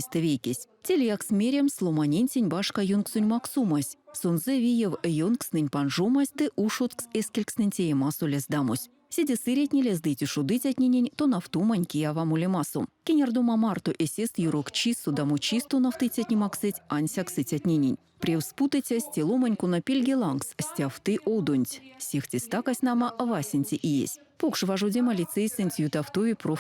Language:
Erzya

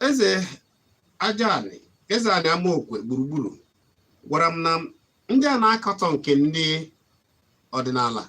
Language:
Igbo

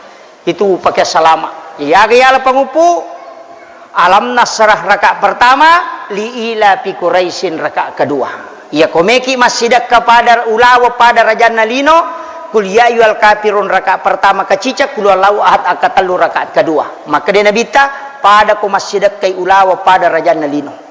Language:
Buginese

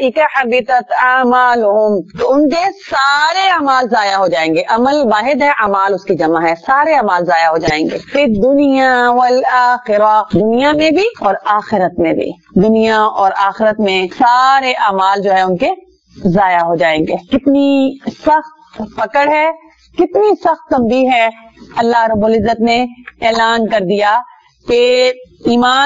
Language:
Urdu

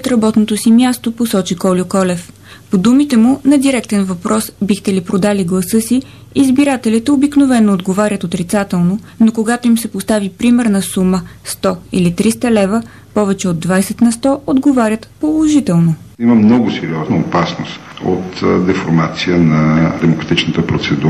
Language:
Bulgarian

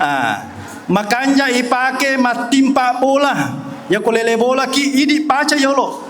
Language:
Buginese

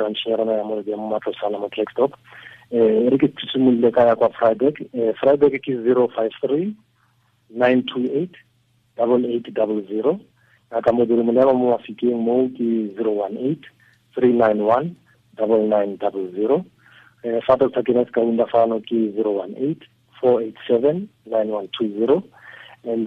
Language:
Tswana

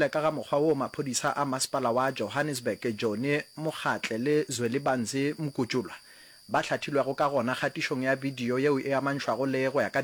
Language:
Northern Sotho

